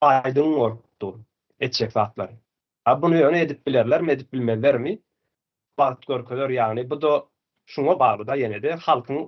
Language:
Turkmen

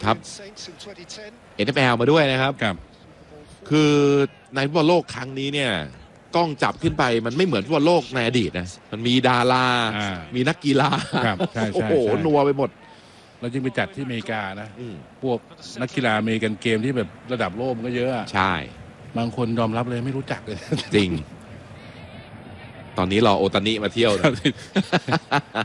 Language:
Thai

